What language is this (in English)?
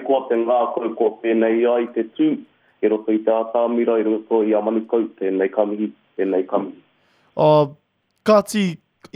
Māori